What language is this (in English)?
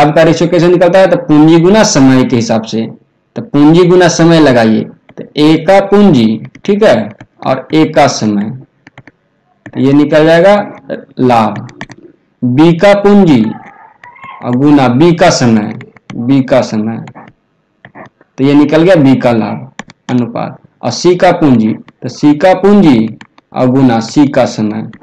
Hindi